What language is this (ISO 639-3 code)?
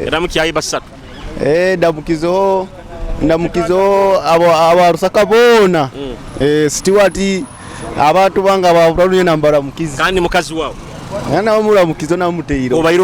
nyo